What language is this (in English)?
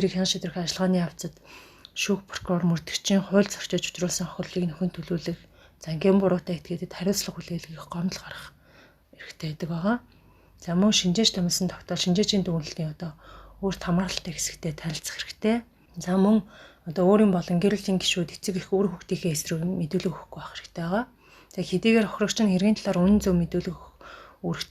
Mongolian